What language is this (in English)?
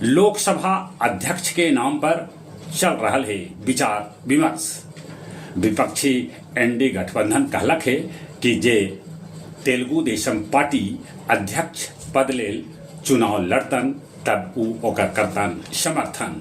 Magahi